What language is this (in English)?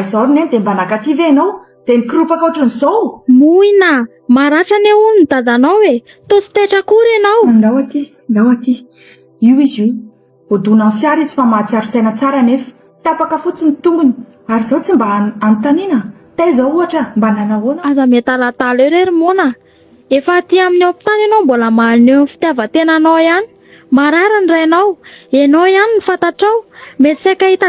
Malagasy